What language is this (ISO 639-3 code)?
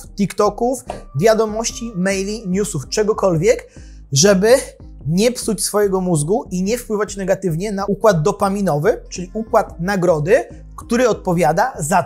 pol